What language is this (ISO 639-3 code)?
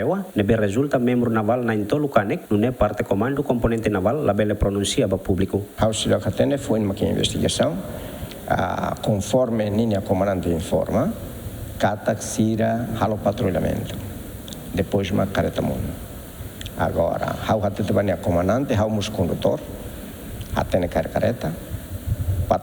tet